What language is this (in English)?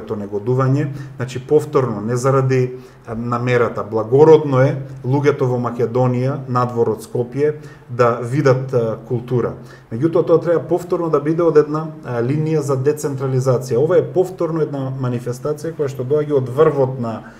Macedonian